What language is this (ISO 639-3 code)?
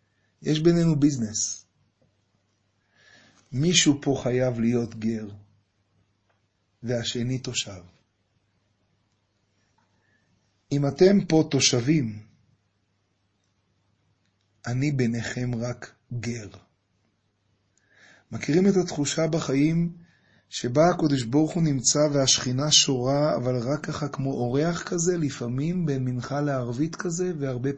heb